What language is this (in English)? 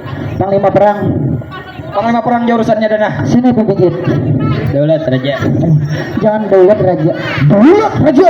Banjar